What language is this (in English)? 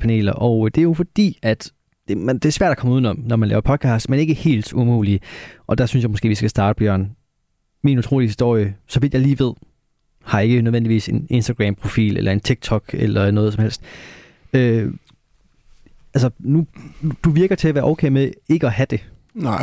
Danish